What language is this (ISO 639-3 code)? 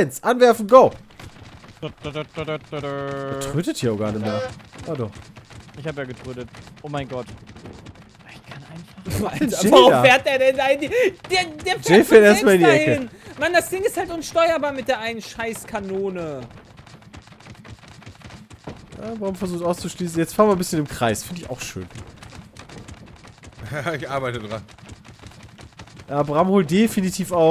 deu